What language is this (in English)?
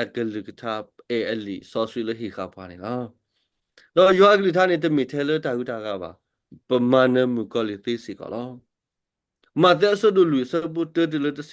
S'gaw Karen